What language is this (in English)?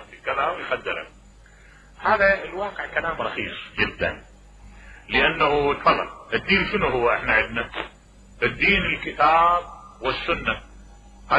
Mesopotamian Arabic